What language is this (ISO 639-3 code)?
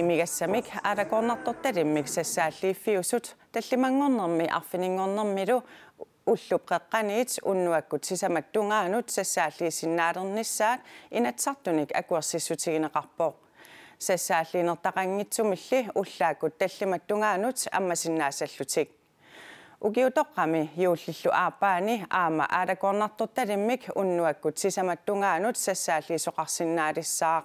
kal